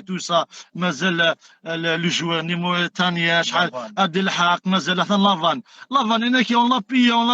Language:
Kabyle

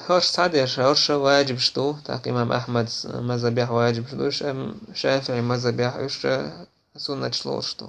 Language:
Chechen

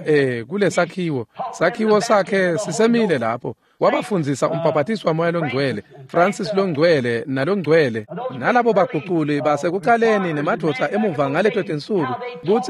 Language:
Swati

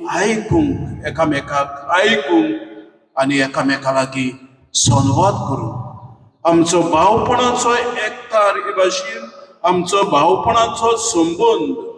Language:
Konkani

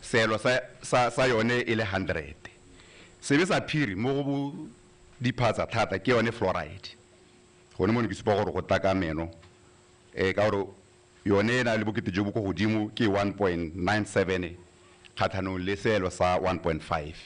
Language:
Tswana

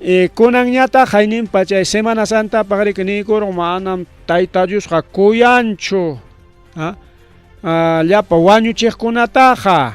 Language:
Ayacucho Quechua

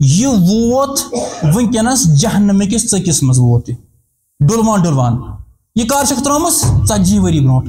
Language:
Kashmiri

